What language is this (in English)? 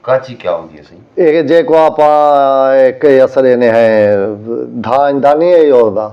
Saraiki